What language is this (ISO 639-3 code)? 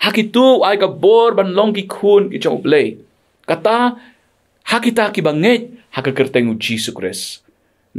kha